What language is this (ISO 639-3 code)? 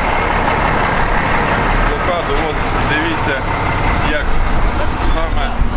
ukr